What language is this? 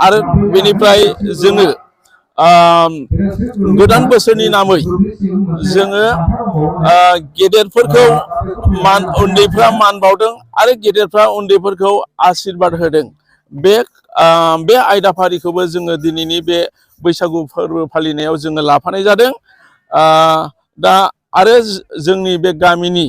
Bodo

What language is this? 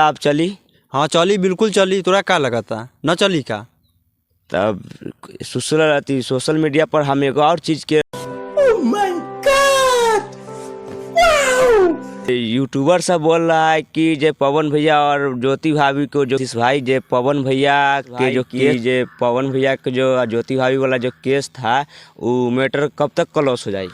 Bhojpuri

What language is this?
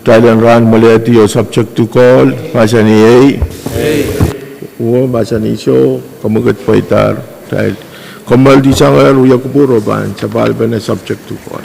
Pohnpeian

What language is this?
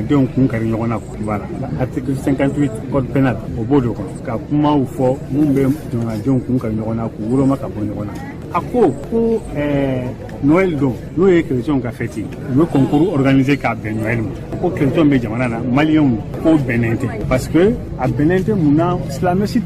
Bambara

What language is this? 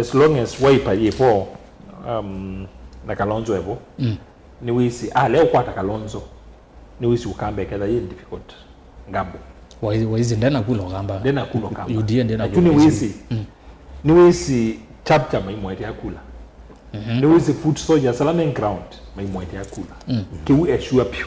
Kamba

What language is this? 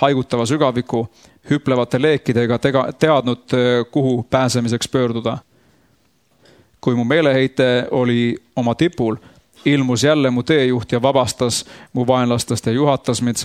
Estonian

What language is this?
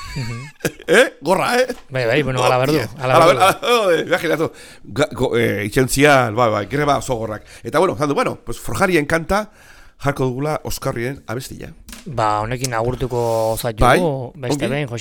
Basque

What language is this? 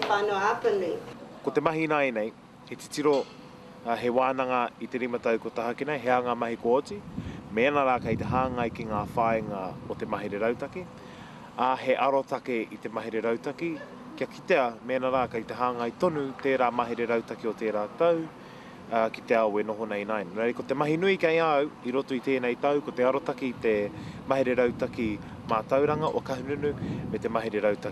Māori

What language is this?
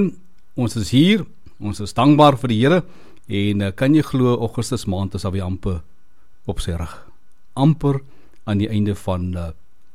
Afrikaans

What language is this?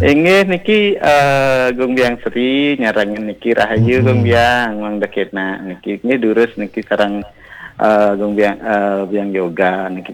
Balinese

